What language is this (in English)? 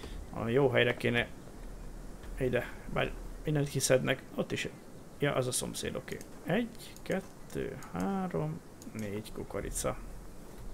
Hungarian